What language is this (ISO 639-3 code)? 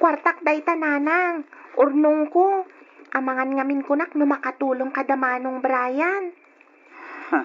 ilo